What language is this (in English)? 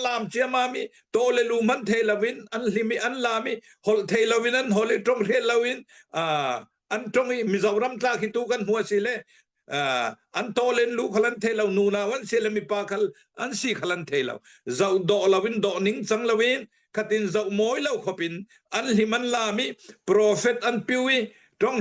Hakha Chin